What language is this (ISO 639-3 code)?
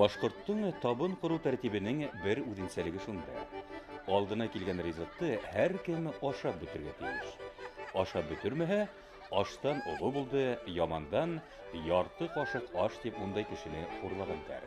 bak